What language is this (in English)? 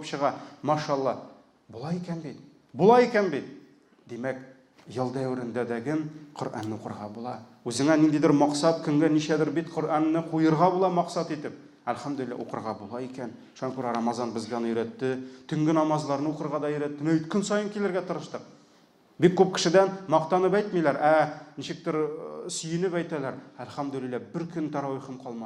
Tatar